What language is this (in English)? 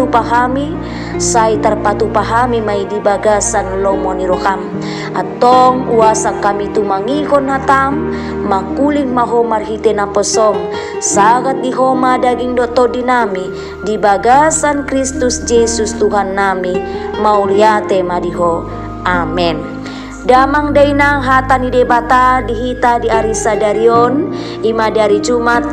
Batak Toba